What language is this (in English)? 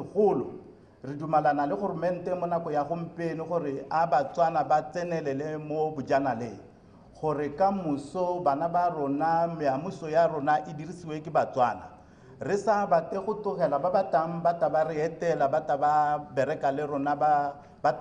Tswana